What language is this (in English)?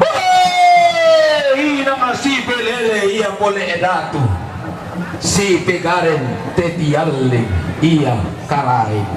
Toraja-Sa'dan